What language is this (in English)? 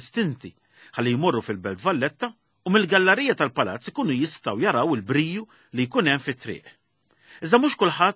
Maltese